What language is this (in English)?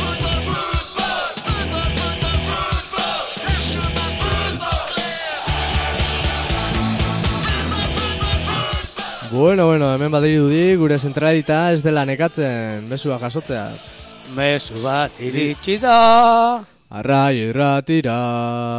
Basque